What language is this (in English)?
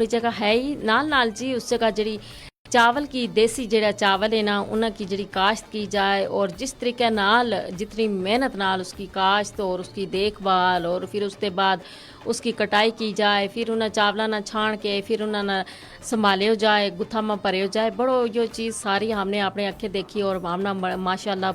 Gujari